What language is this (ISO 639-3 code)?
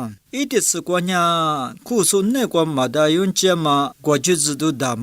lis